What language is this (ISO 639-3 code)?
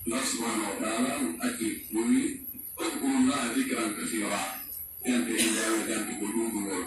fuf